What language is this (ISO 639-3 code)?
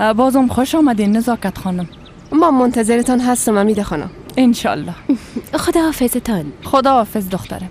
fas